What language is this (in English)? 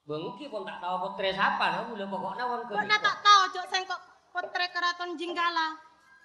Madurese